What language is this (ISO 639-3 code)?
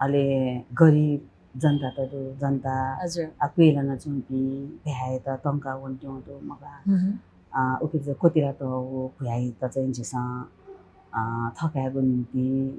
new